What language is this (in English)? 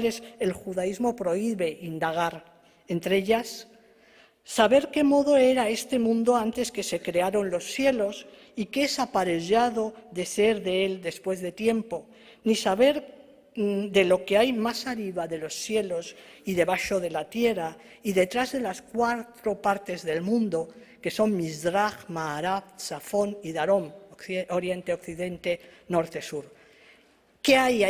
Ladino